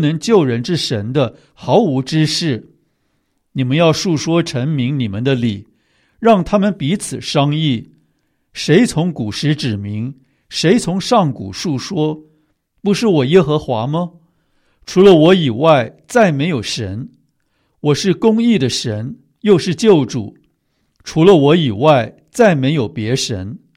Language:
Chinese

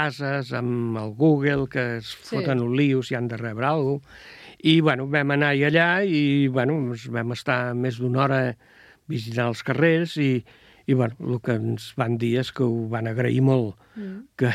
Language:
Catalan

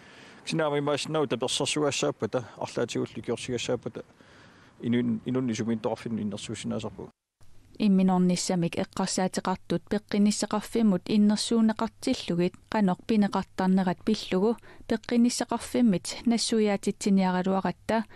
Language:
Kalaallisut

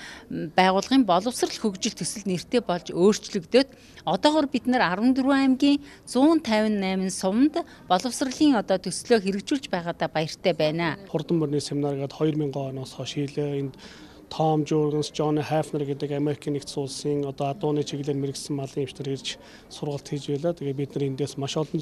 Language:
Mongolian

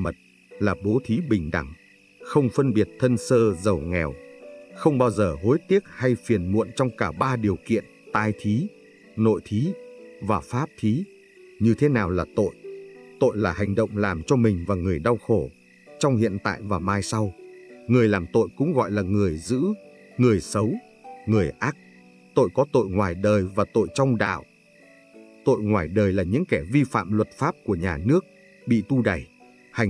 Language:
Vietnamese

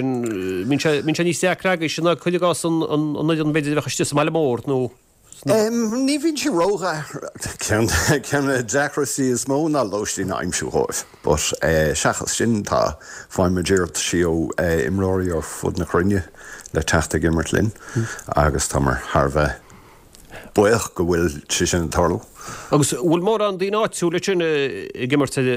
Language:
Irish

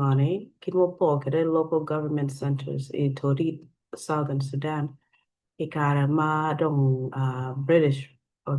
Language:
Acoli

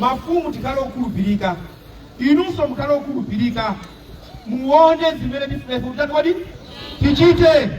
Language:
Nyanja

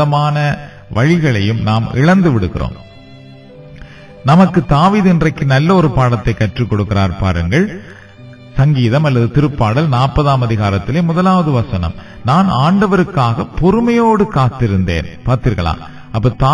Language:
Tamil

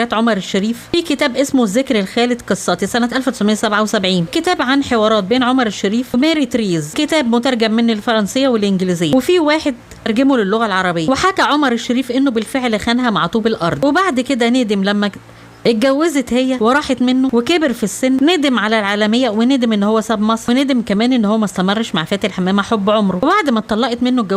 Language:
Egyptian Arabic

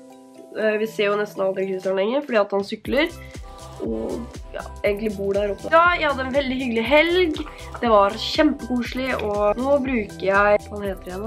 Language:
Norwegian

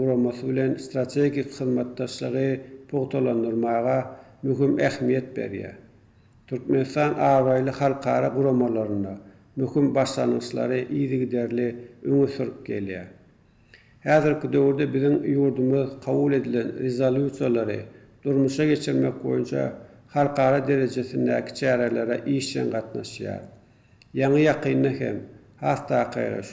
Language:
Turkmen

